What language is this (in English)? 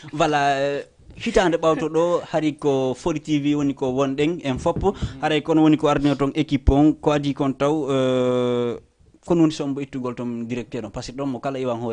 Fula